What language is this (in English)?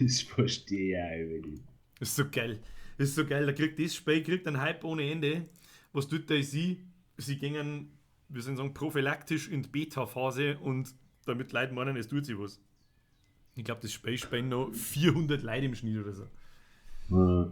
Bavarian